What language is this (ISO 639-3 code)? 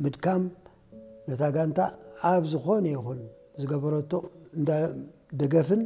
tir